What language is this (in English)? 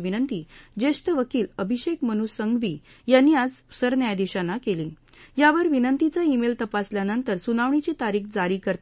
Marathi